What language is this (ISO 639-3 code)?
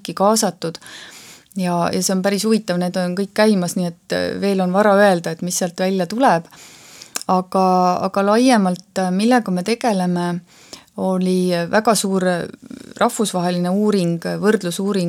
est